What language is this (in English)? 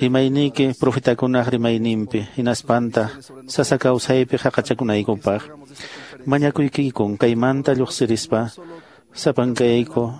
Quechua